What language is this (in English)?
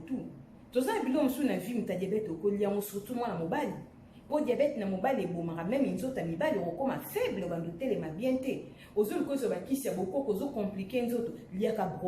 Lingala